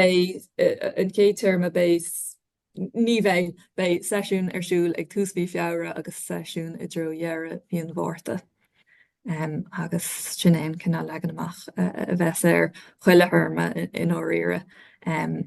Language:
Irish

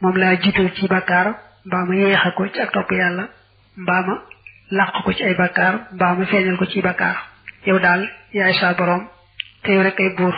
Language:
Wolof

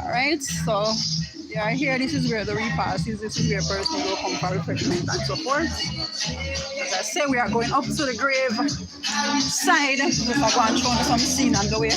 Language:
Jamaican Creole English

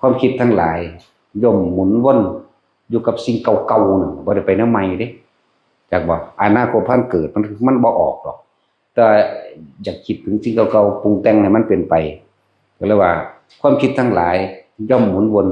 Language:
Northeastern Thai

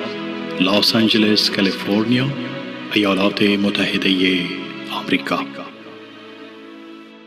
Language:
Persian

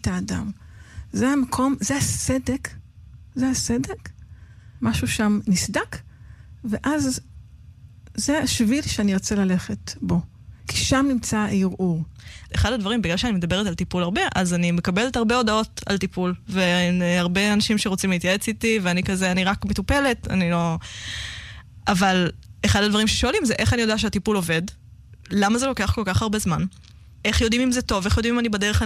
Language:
Hebrew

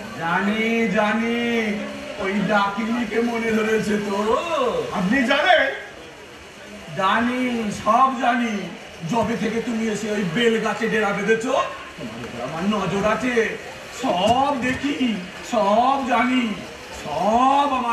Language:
Bangla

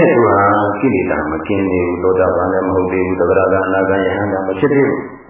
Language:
Burmese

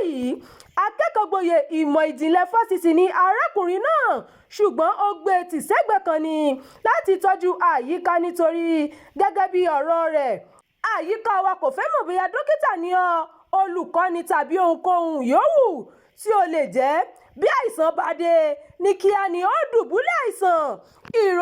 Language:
Yoruba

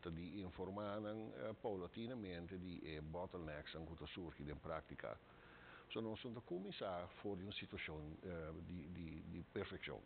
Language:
Papiamento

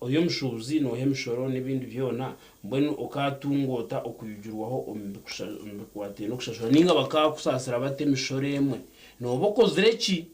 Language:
Nyankole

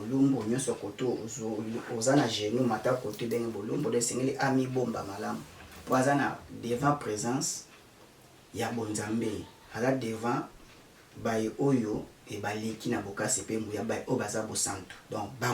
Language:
Lingala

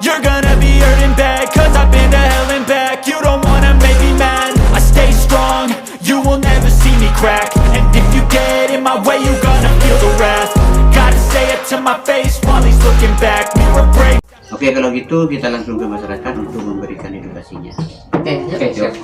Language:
Madurese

